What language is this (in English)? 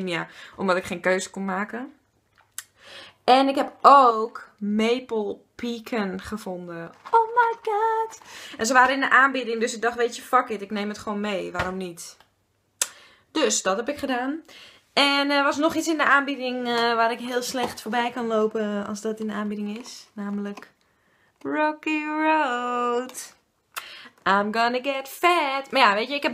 Dutch